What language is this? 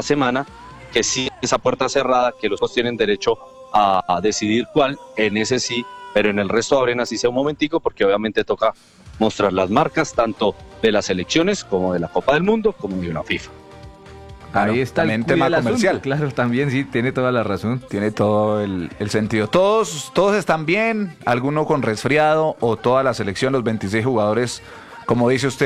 Spanish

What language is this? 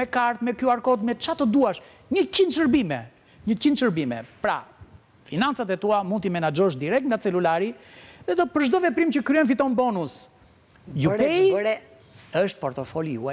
Albanian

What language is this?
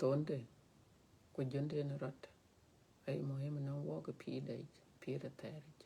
Dinka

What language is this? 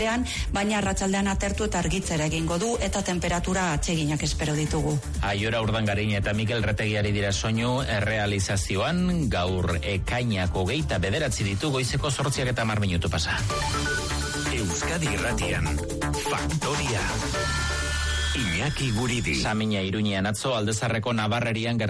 Basque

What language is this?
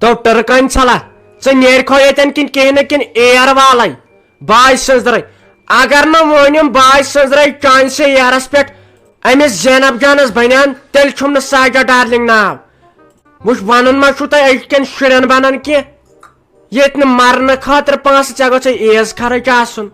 Kashmiri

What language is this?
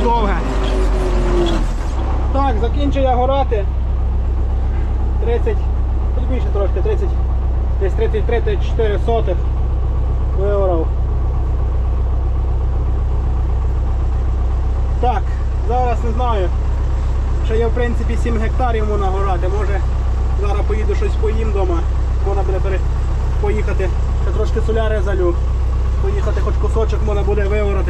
Ukrainian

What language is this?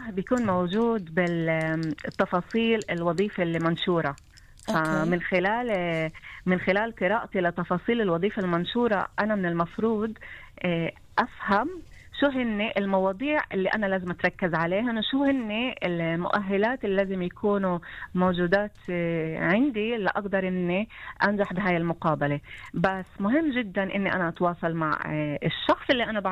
North Levantine Arabic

